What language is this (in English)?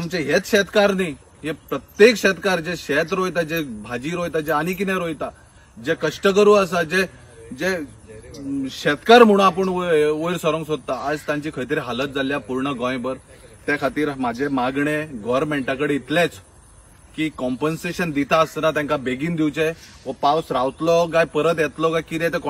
Konkani